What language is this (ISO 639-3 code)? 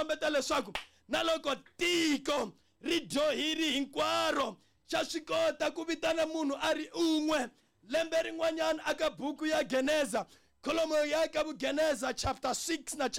tso